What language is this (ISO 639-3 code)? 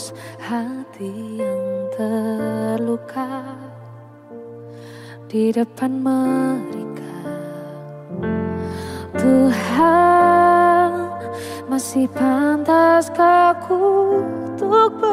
ind